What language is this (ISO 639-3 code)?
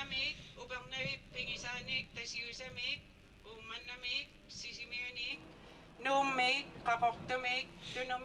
kal